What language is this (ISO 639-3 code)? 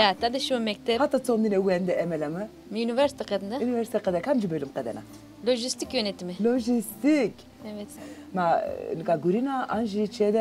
zza